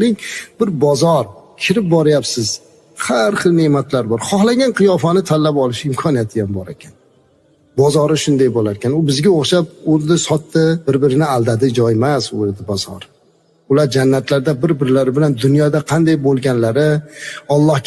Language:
Uzbek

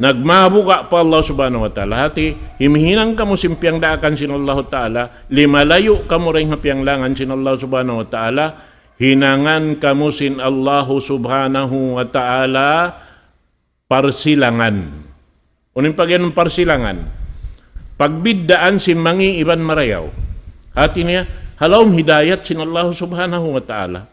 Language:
Tausug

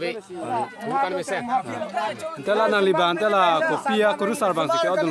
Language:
Karbi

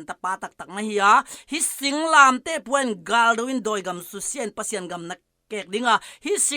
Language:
Tedim Chin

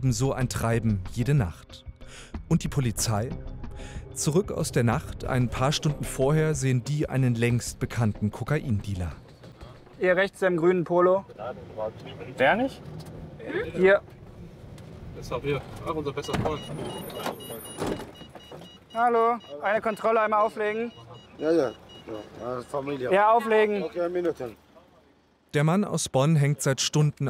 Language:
German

